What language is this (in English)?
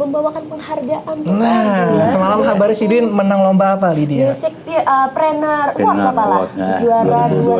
Banjar